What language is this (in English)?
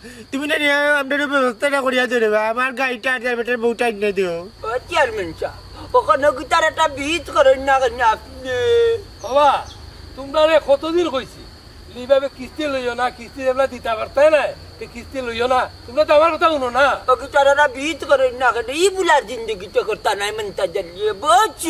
Sylheti